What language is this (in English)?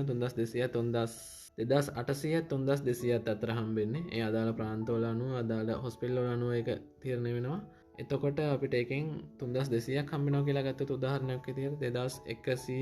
Sinhala